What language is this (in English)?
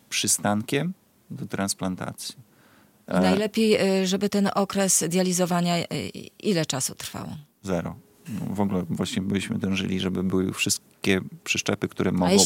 Polish